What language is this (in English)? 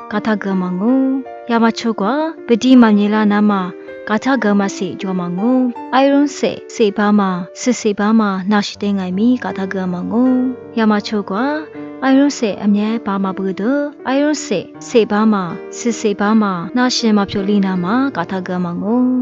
Lisu